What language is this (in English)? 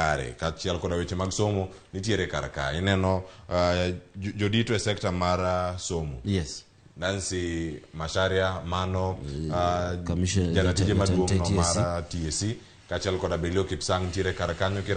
Luo (Kenya and Tanzania)